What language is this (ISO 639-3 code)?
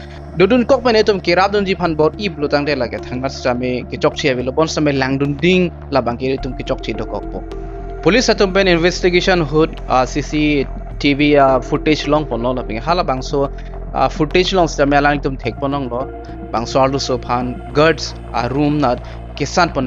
mjw